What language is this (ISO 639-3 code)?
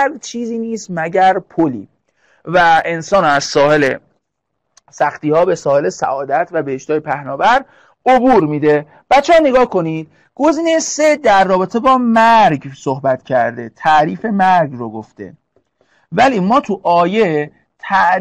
fas